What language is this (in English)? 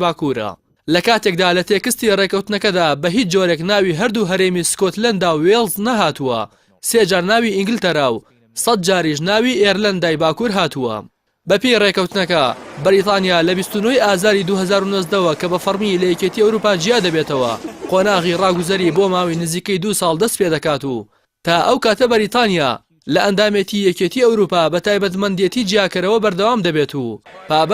Central Kurdish